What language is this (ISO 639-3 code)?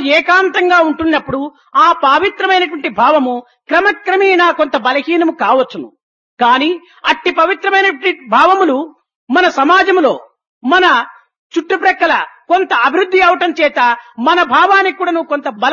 tel